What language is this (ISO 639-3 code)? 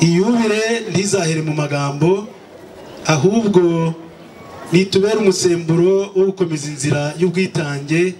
kin